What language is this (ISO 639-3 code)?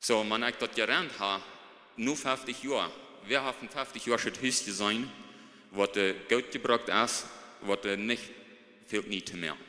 pdt